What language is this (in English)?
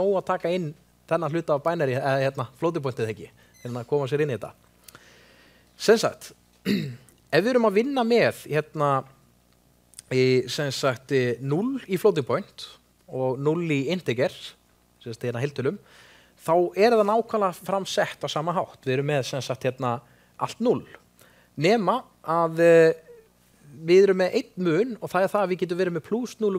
Icelandic